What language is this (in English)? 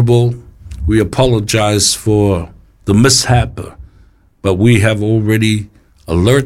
Samoan